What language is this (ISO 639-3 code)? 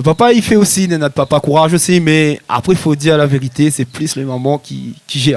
rcf